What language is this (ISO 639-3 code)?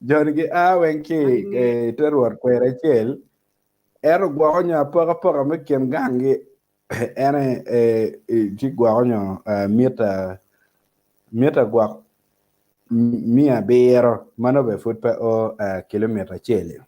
ach